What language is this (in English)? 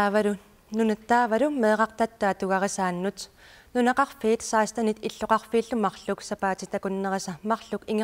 Kalaallisut